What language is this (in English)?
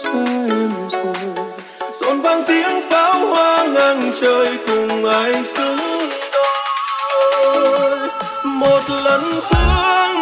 Vietnamese